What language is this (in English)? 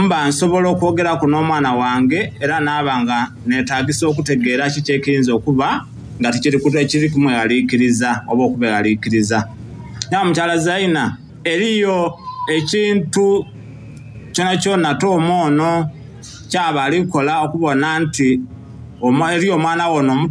Soga